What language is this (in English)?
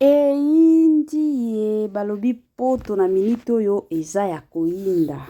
Lingala